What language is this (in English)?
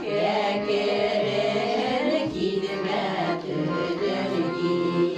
Bashkir